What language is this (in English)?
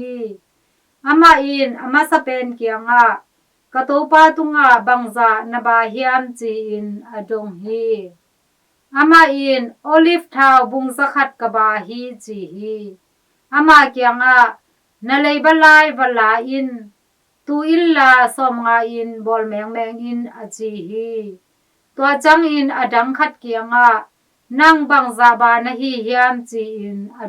Tedim Chin